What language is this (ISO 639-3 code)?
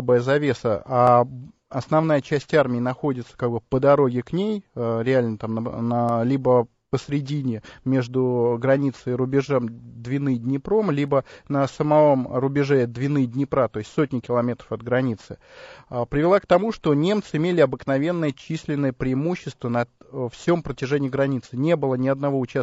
rus